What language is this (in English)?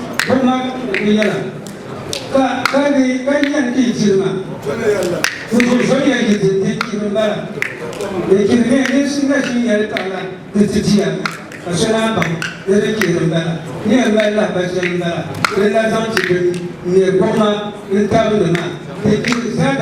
Dagbani